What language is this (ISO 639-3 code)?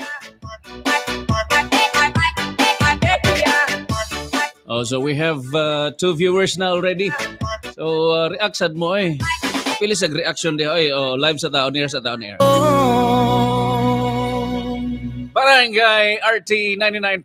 ceb